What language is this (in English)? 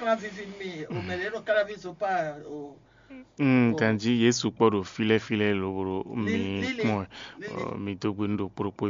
Fon